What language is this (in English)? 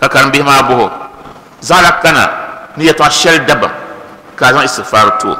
Dagbani